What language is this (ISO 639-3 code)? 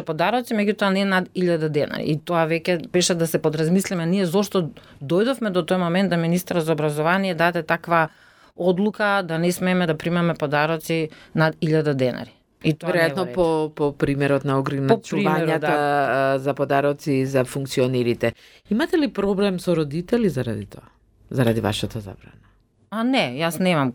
mkd